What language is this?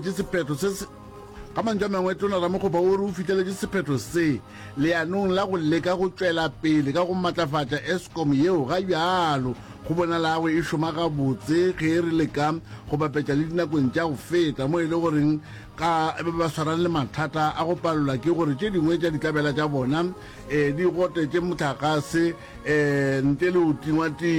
Northern Sotho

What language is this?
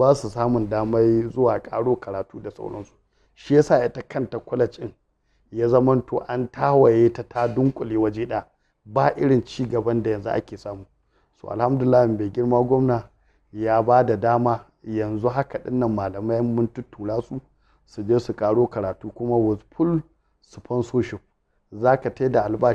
Hausa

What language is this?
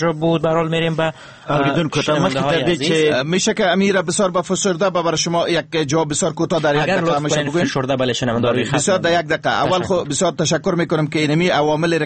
Persian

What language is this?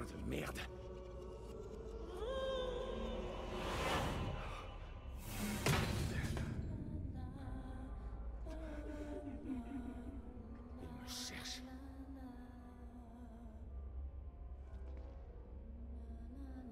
French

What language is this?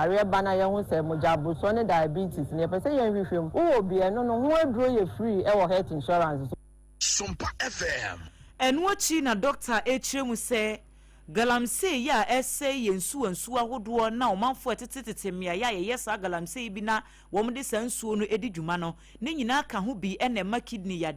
Akan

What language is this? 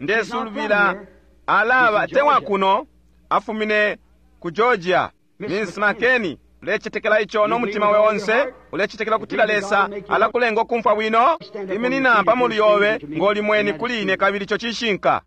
Bemba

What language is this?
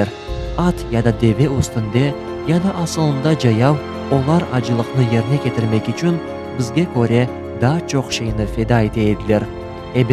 Crimean Tatar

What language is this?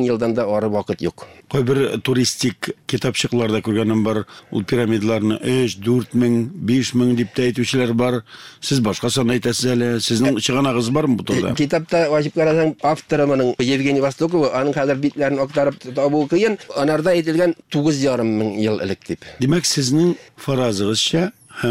Tatar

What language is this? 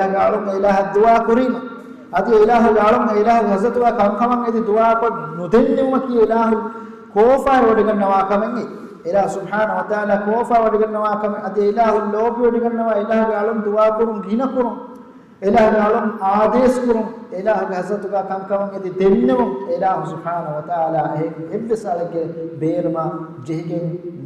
Divehi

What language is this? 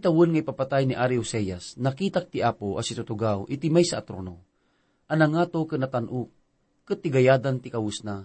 Iloko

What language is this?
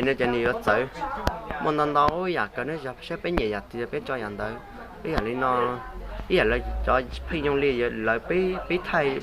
Hmong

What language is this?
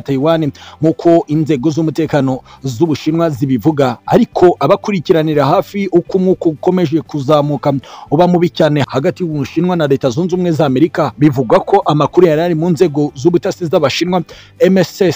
Kinyarwanda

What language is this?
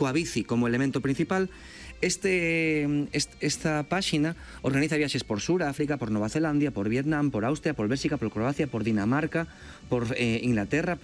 Galician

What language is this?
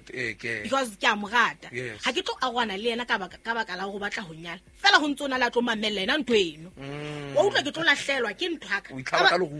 Southern Sotho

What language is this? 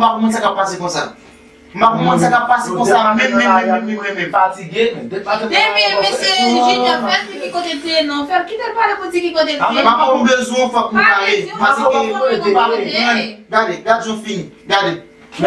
Haitian Creole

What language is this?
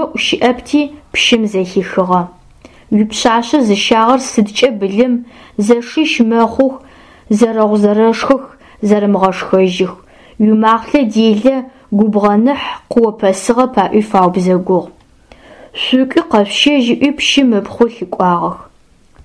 Adyghe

